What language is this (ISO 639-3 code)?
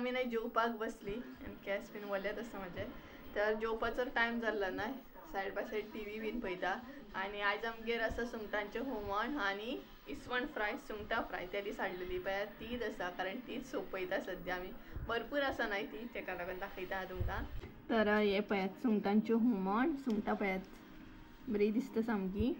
kok